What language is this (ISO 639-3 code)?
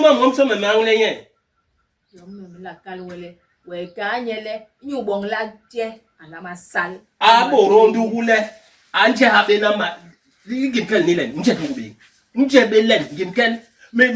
bas